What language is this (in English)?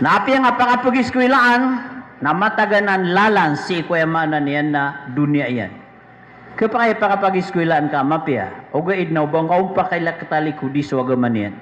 Maranao